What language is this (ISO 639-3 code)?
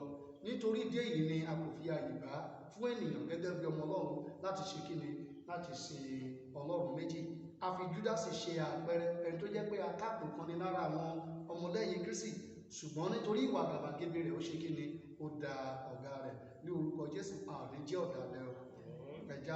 yor